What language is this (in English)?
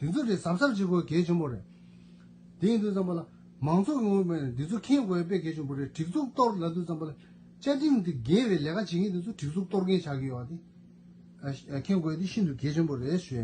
Tibetan